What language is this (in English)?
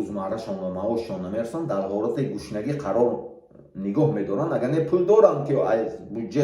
Tajik